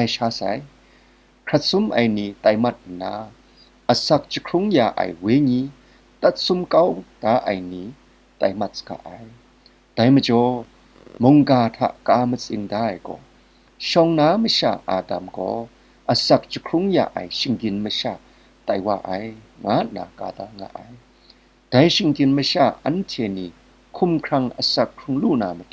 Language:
Kachin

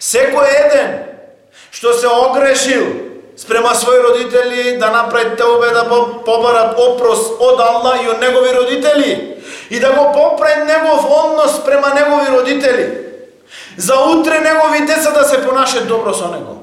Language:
Macedonian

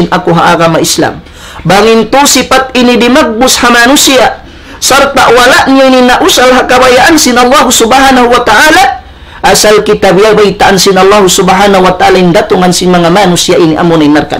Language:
Tausug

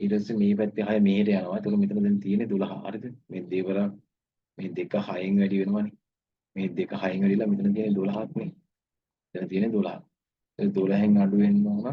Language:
Sinhala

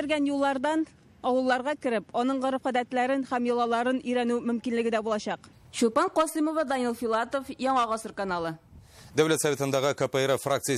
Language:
Tatar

